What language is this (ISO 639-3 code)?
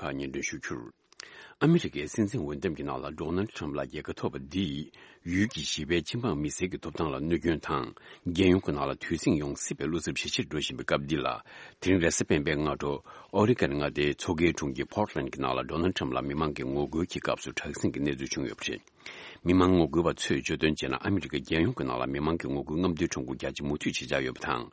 bod